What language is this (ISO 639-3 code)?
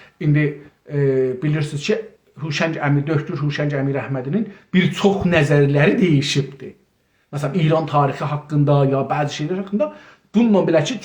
azb